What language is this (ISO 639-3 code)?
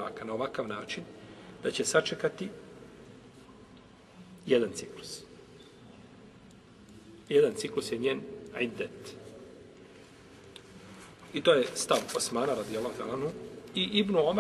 bos